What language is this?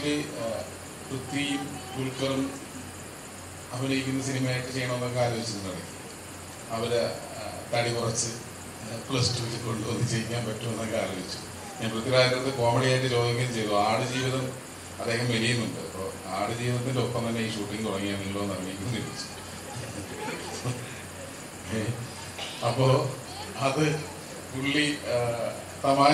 Malayalam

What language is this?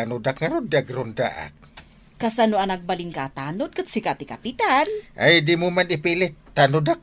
Iloko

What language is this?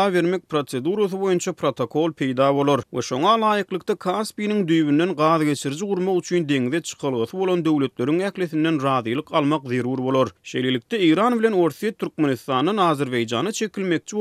Turkmen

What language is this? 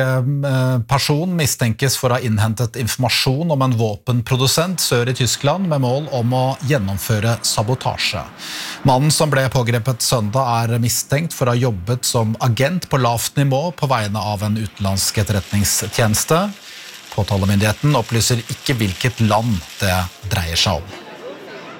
Norwegian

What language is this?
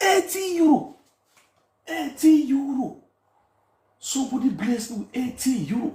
Nigerian Pidgin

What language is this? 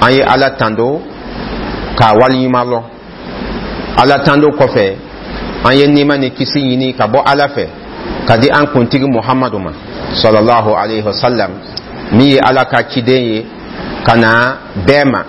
Dyula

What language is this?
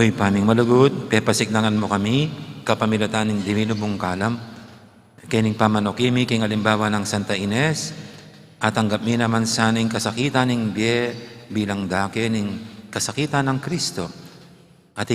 Pampanga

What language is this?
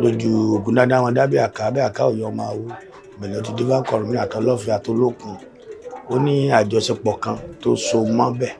Yoruba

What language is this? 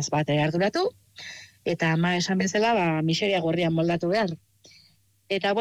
Basque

